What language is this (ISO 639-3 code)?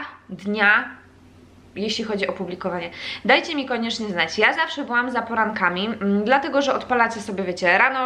pol